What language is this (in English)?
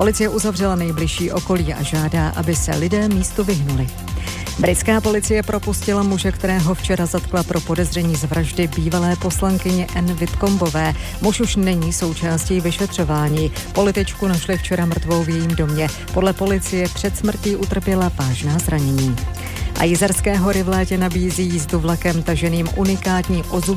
Czech